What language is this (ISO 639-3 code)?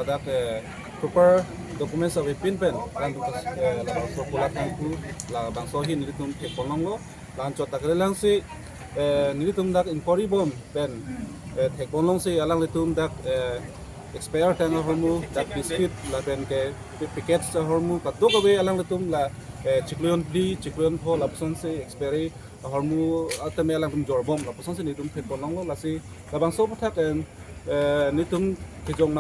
mjw